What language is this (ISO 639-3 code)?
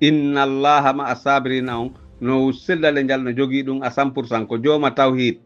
fuf